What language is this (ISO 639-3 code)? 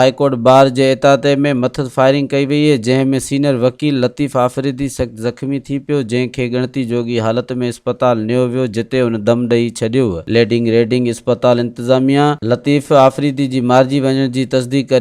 snd